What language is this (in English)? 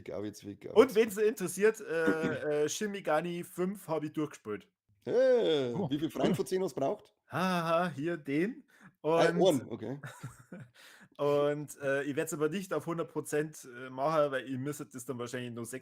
Bavarian